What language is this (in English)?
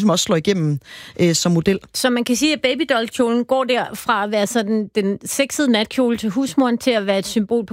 Danish